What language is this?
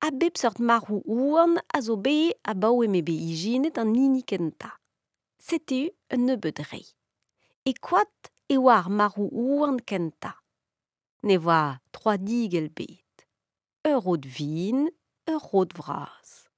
Breton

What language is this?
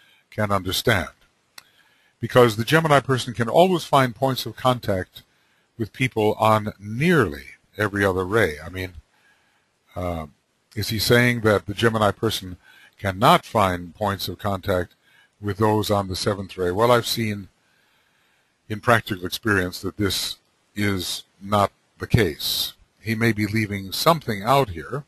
English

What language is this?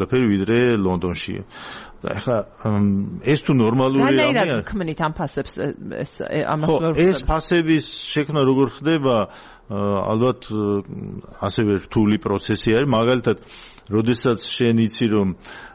Georgian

